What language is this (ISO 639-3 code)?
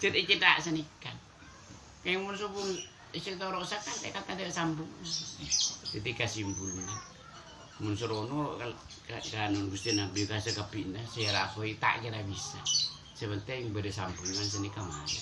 mad